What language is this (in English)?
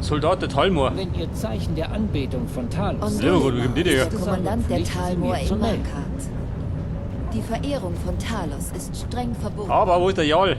Bavarian